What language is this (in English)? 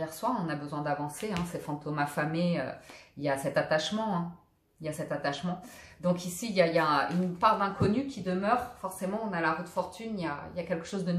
French